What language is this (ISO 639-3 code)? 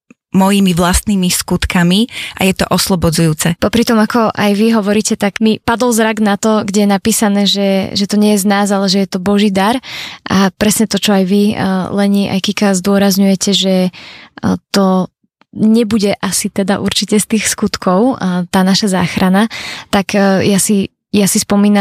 slk